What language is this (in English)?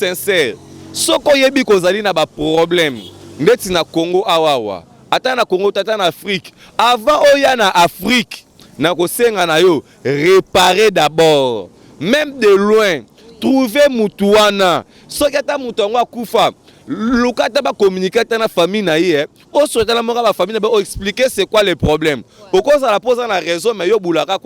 Lingala